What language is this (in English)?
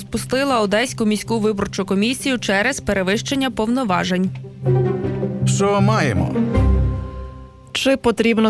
Ukrainian